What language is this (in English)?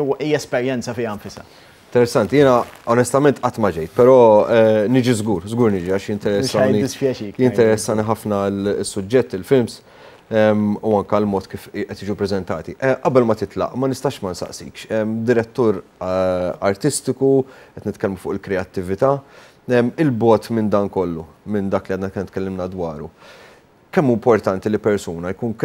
Maltese